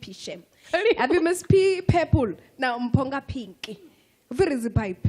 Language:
Venda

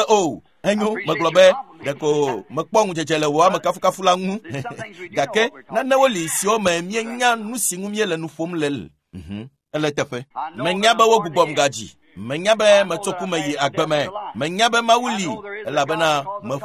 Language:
Ewe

